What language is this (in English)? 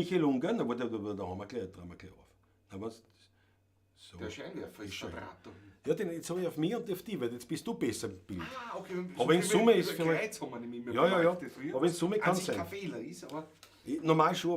Bavarian